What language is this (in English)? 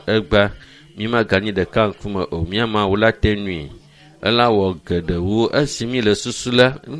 Ewe